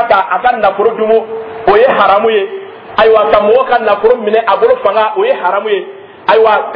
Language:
Dyula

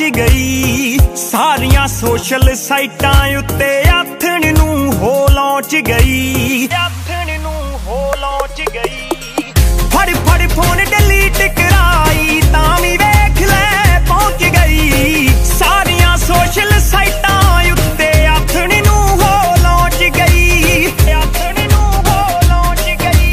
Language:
Punjabi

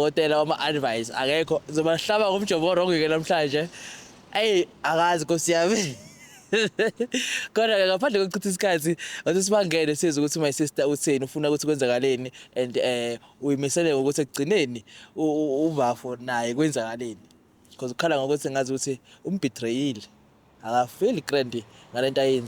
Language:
Zulu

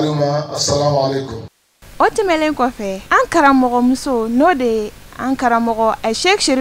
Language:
Bambara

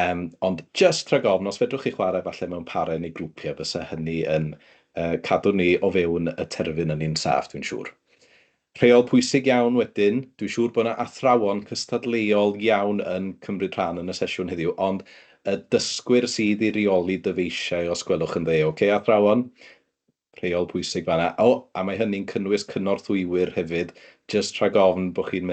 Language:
Welsh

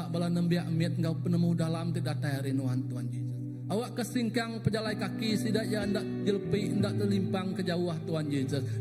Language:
Iban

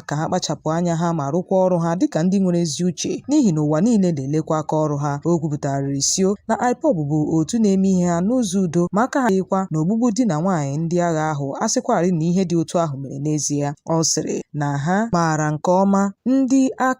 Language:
Igbo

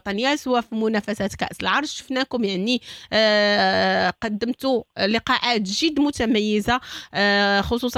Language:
Moroccan Arabic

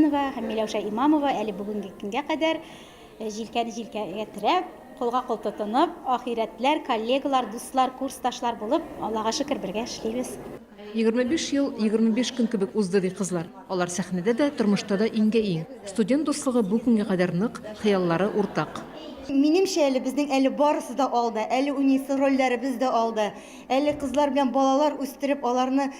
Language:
Tatar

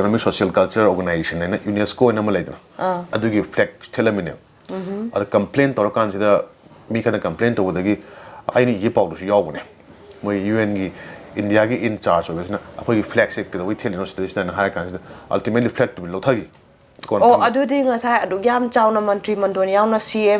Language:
Manipuri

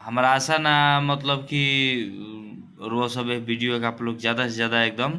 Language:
Bhojpuri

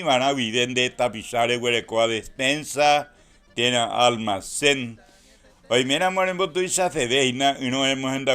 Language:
Guarani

